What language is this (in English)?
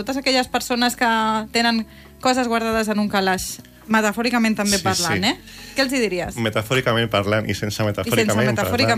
Catalan